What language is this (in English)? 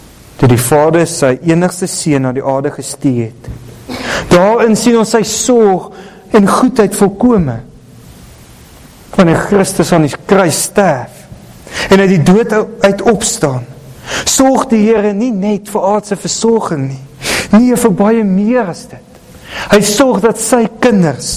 Afrikaans